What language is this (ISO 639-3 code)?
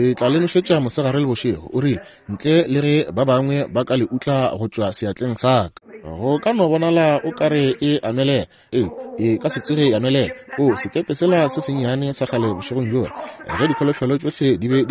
nso